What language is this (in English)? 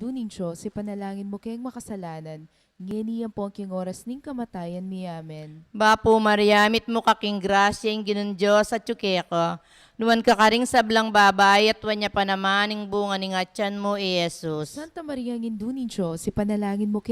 Pampanga